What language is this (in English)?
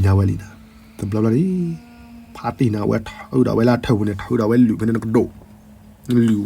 S'gaw Karen